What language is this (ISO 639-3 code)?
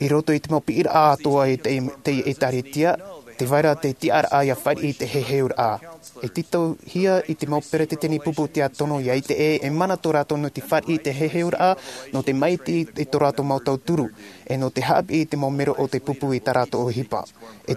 tah